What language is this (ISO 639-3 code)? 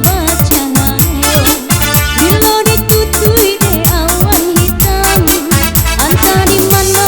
min